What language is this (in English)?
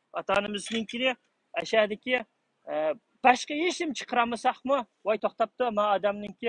Uyghur